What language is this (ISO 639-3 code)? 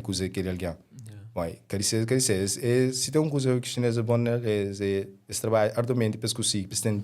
kea